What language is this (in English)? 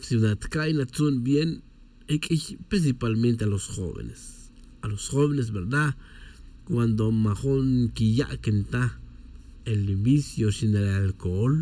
Tz'utujil